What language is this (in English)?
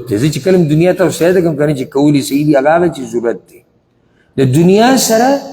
Pashto